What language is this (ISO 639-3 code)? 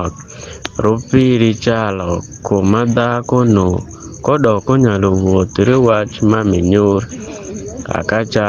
adh